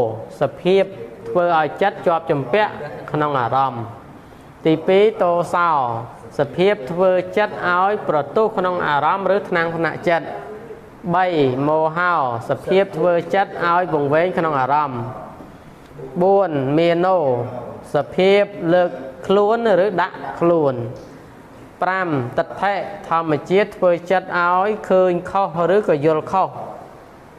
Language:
Khmer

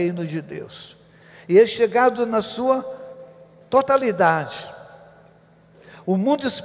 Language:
Portuguese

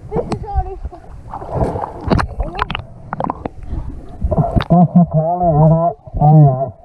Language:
Finnish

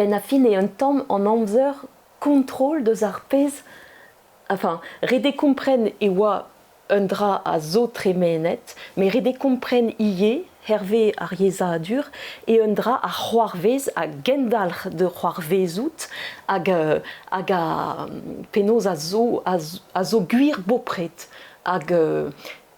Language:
Breton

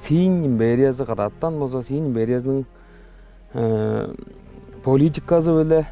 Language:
Tuvinian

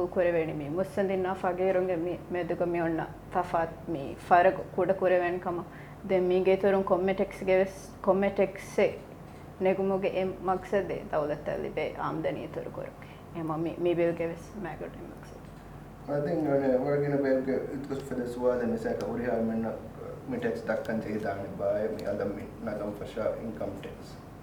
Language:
Divehi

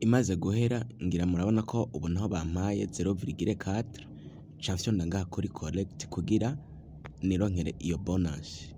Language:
Rundi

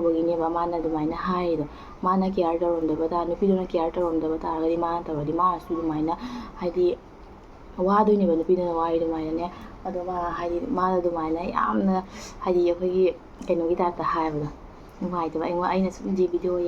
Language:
Manipuri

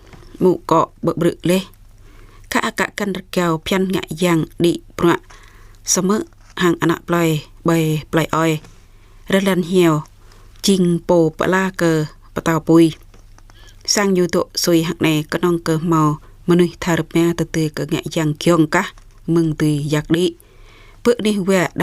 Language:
Jarai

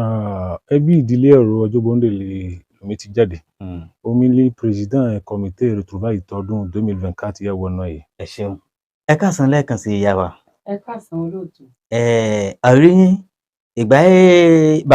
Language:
Yoruba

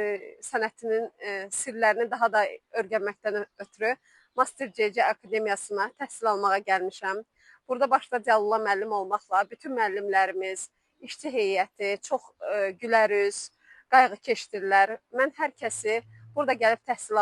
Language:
Azerbaijani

